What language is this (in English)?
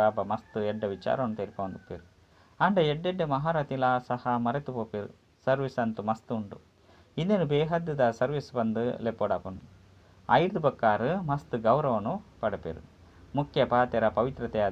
Tulu